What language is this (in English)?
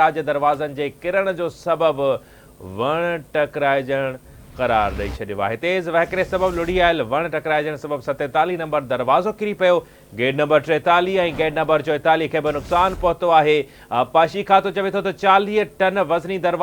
Sindhi